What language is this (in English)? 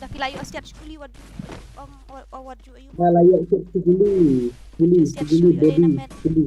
Khasi